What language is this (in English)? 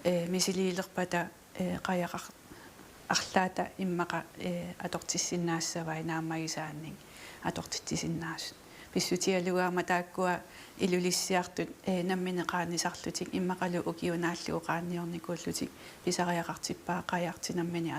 Kalaallisut